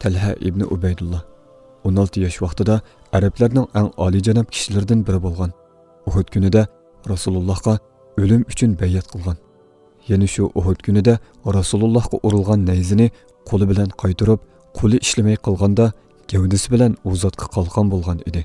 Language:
Uyghur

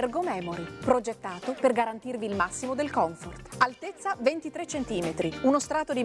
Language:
Italian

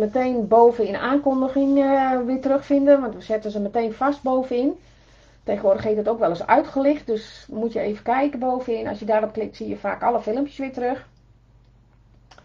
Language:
Dutch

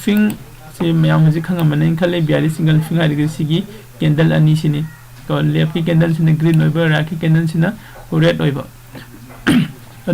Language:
Manipuri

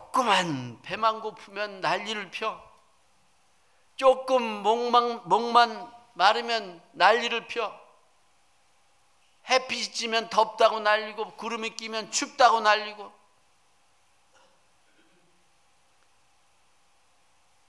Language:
Korean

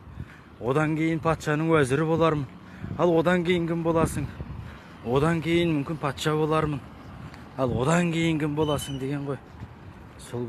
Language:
Kazakh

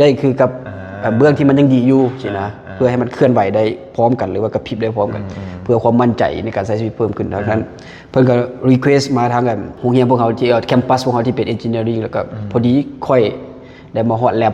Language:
Lao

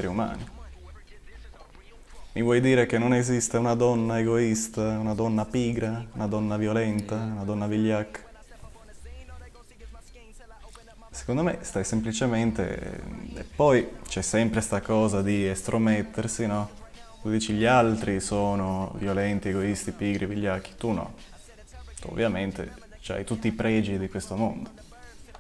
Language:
Italian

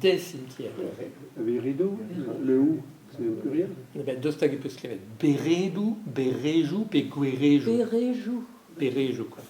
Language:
Breton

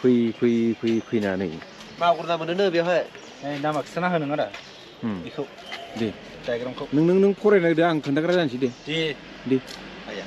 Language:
Bodo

